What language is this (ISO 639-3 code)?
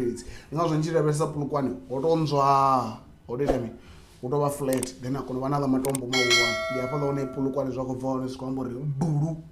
ven